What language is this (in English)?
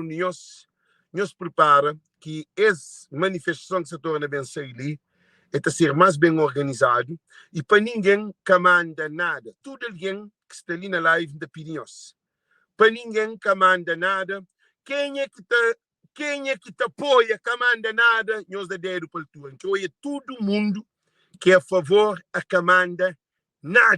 Kabuverdianu